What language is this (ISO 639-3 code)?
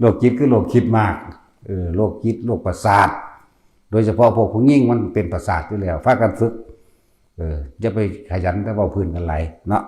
tts